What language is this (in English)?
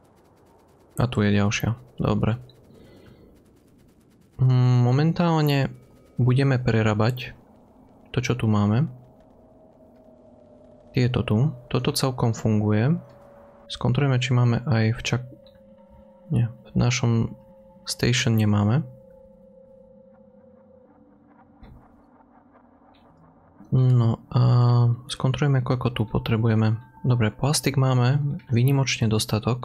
Slovak